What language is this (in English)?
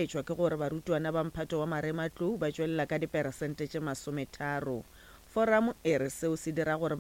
Northern Sotho